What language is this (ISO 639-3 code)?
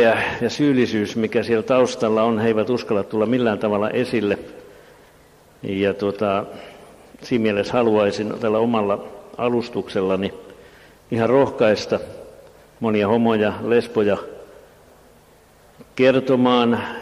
fin